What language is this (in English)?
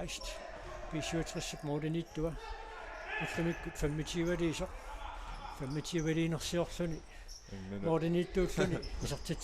Kalaallisut